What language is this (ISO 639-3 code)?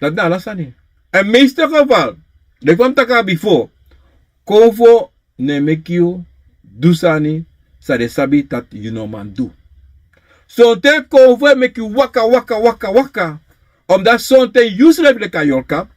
srn